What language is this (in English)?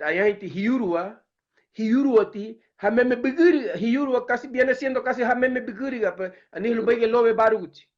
Garifuna